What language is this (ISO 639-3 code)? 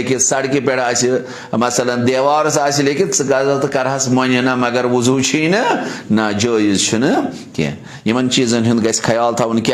kas